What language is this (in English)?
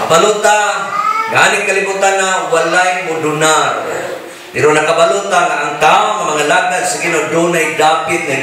Cebuano